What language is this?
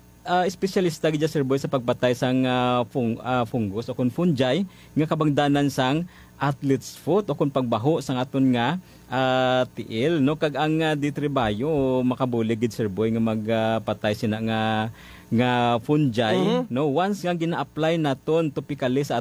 Hiligaynon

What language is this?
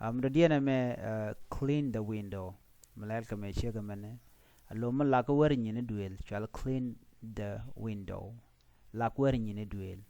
Nuer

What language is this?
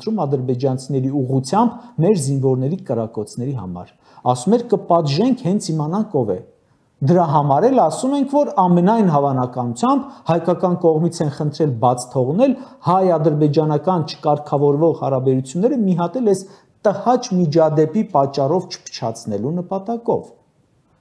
Armenian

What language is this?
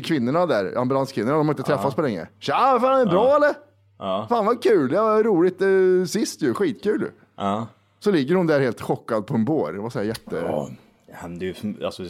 Swedish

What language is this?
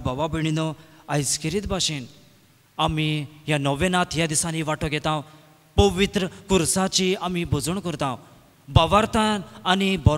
Konkani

